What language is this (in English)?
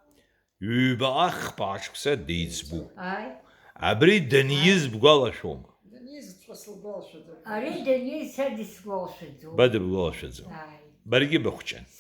Abkhazian